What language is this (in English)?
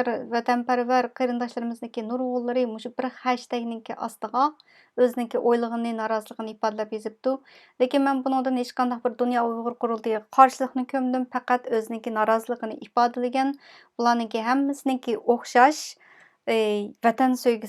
Uyghur